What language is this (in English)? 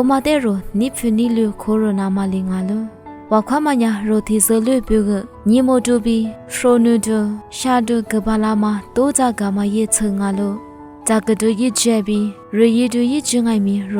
Lisu